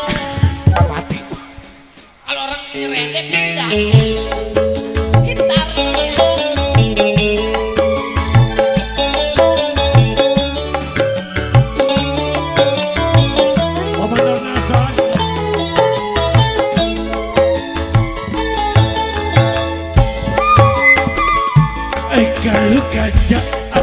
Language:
Indonesian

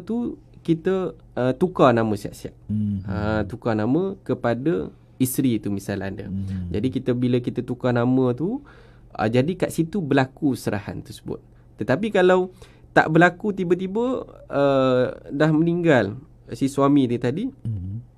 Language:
Malay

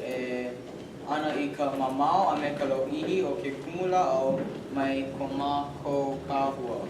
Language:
Hawaiian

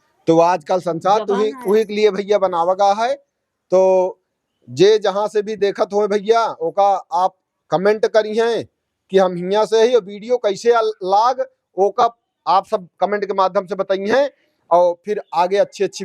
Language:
Awadhi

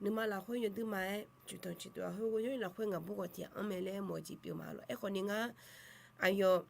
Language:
Akha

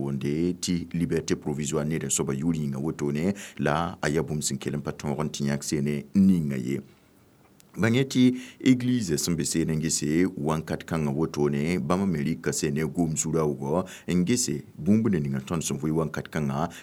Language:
Mossi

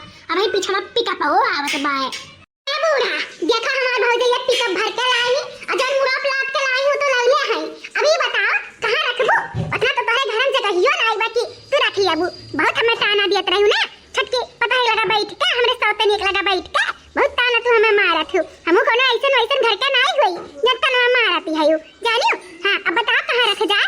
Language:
Awadhi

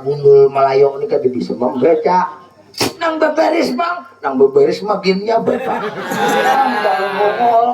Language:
Banjar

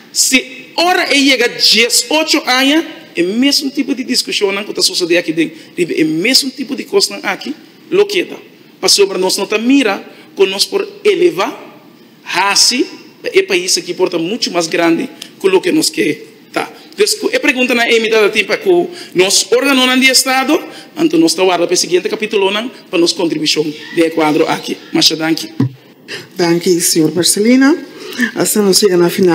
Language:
Papiamento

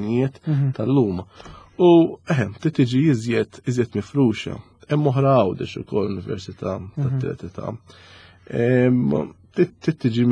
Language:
Maltese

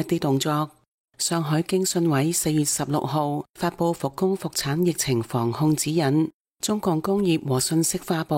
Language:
Cantonese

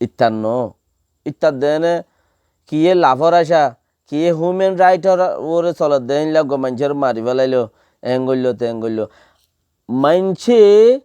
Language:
Rohingya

